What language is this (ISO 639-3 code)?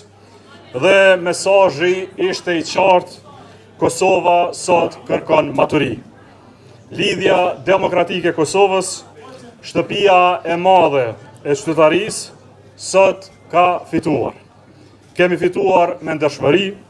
sqi